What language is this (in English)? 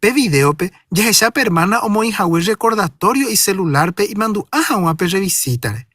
Guarani